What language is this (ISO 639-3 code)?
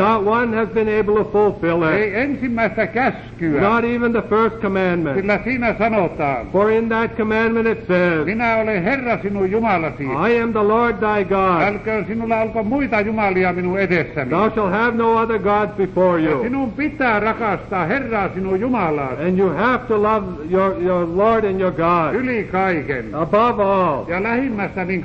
fin